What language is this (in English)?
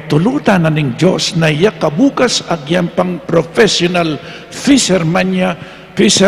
Pampanga